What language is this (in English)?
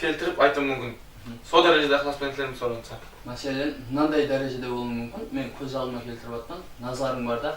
Kara-Kalpak